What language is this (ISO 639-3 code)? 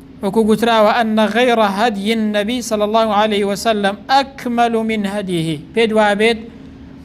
ckb